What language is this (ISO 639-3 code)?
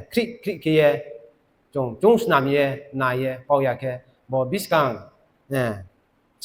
ria